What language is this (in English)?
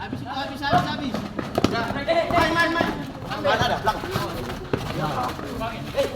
Ambonese Malay